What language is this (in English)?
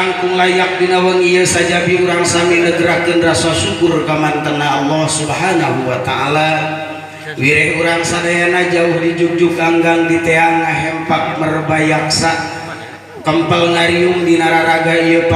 Sundanese